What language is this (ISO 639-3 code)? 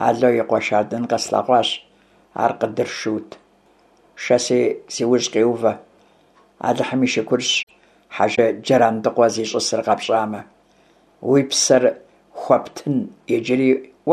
kbd